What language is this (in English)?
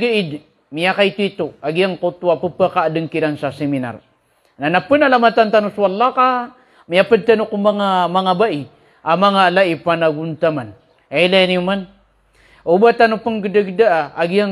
Maranao